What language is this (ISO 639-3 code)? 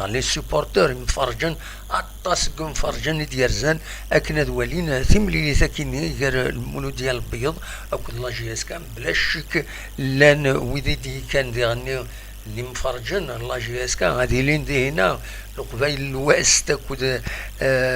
kab